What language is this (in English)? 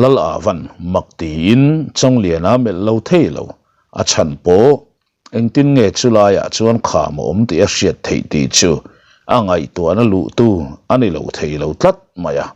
Mizo